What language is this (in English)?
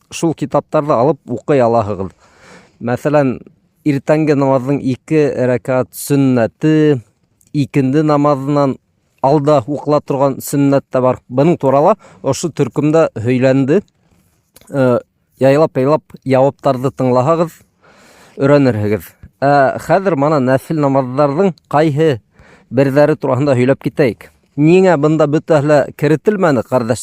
Bashkir